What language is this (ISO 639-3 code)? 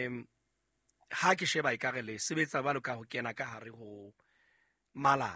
sot